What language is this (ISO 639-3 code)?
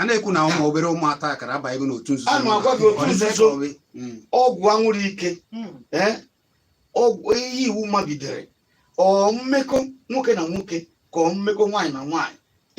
ibo